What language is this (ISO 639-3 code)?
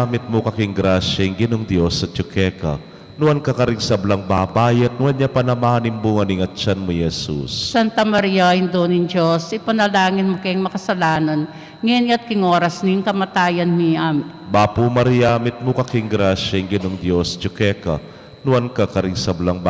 pam